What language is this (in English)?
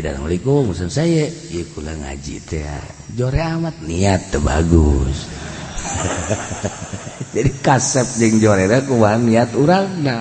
Sundanese